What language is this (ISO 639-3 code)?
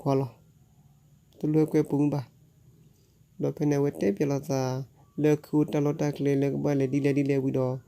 ksw